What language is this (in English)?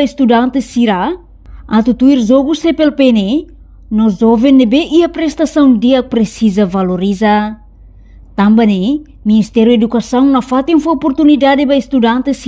Tetum